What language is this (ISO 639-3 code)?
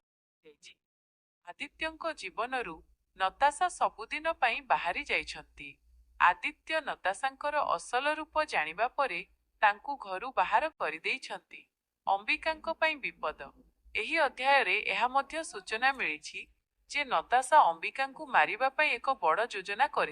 ori